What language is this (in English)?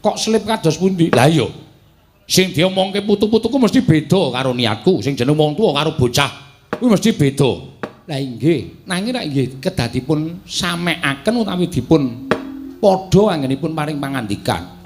Javanese